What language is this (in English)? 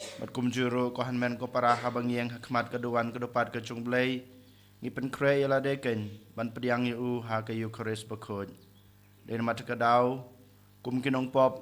Khasi